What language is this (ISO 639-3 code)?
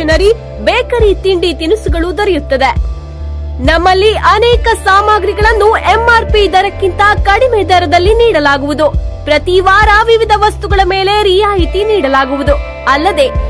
kan